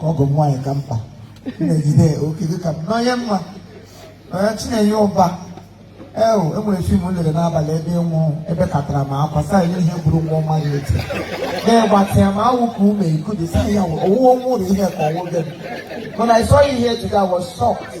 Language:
Igbo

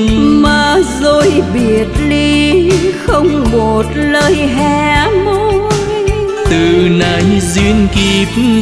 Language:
Vietnamese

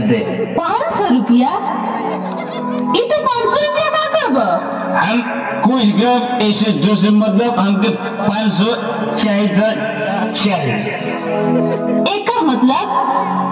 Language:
Bhojpuri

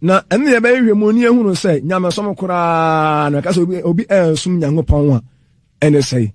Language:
Akan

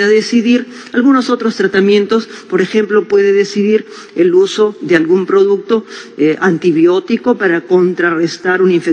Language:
Spanish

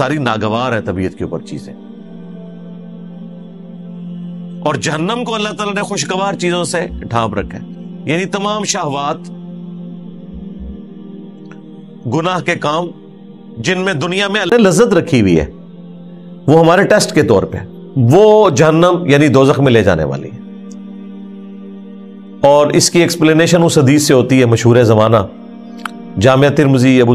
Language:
Urdu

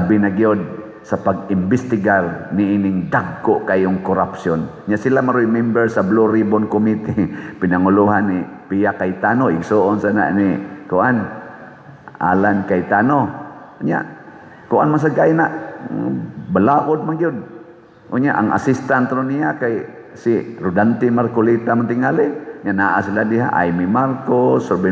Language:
Cebuano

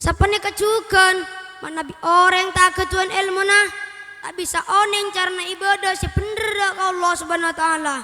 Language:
Madurese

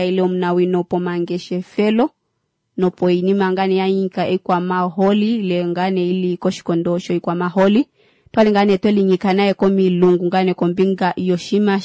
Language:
Kuanyama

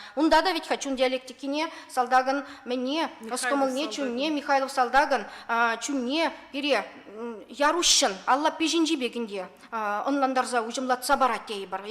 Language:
Chuvash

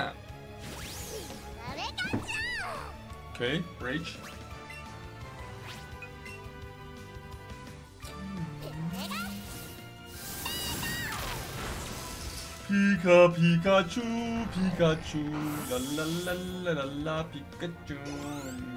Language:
German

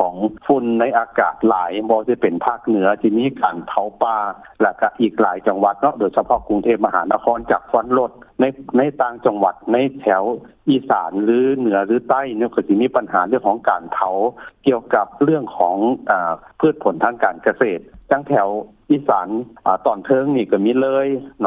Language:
Lao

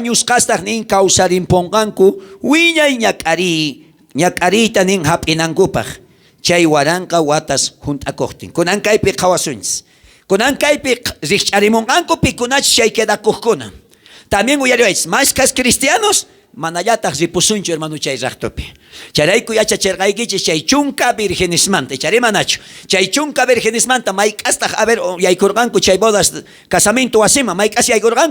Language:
South Bolivian Quechua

